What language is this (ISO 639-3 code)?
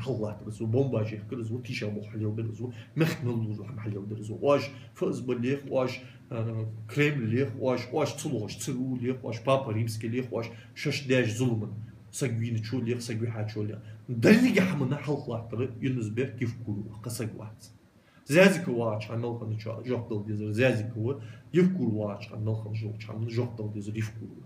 inh